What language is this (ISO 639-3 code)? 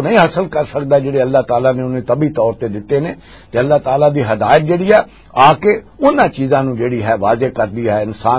lah